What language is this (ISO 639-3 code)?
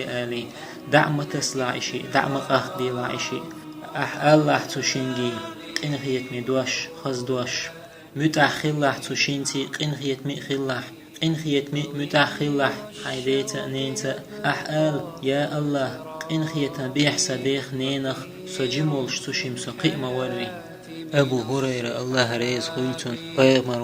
che